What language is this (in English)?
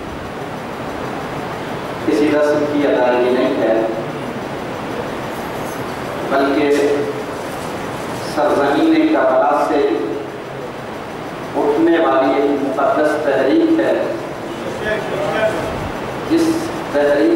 Urdu